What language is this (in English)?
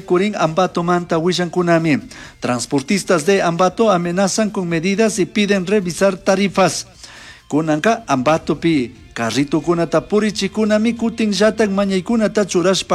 Chimborazo Highland Quichua